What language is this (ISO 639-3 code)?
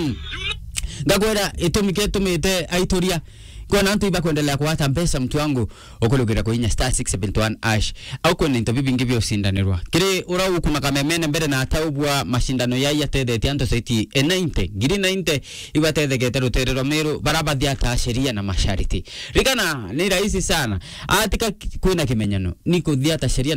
mer